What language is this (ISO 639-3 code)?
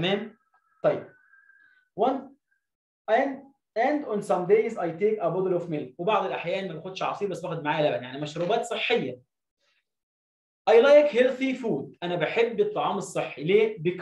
arz